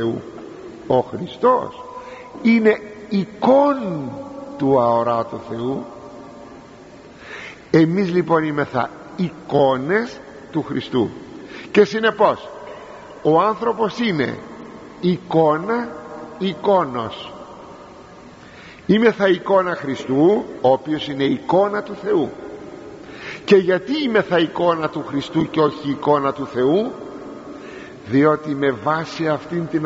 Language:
Greek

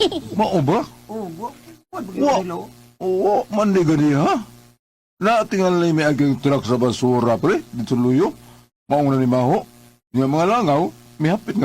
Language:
Cebuano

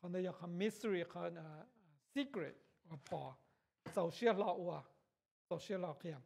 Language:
Hmong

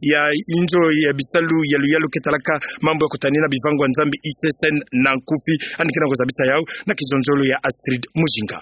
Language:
Kituba (Democratic Republic of Congo)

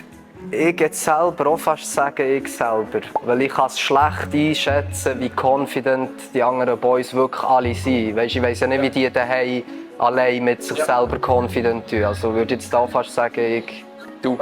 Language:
Swiss German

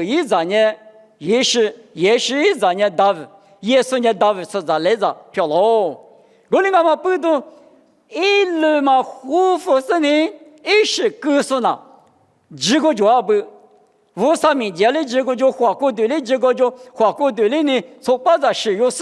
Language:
Lisu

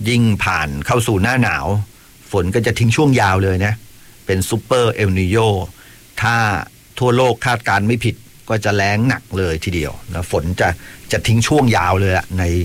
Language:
Thai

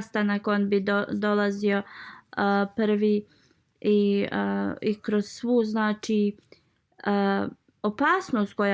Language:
Bosnian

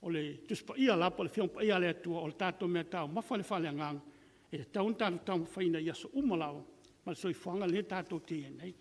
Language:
Samoan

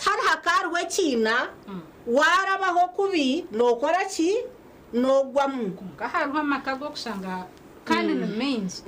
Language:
Nyankole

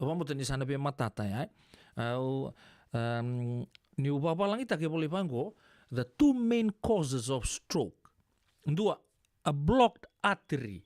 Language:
Fijian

